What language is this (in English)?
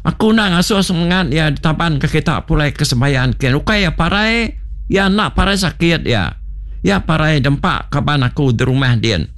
Iban